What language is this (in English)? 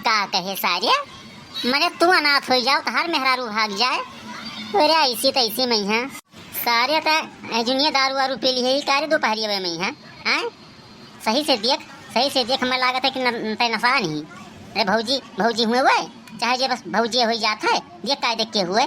Awadhi